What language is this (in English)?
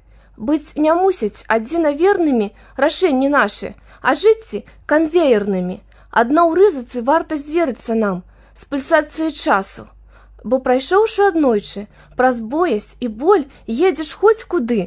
Belarusian